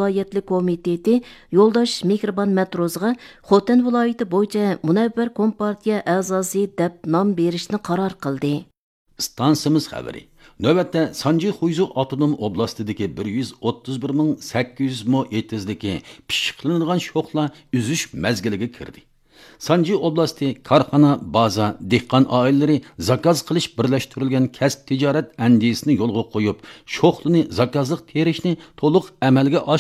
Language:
Uyghur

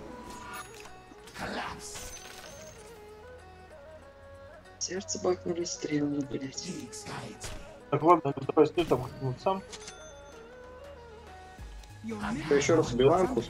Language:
Russian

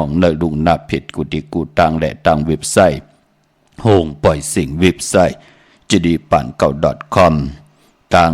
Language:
Shan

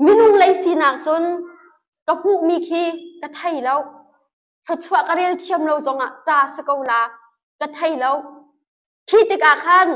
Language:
Hakha Chin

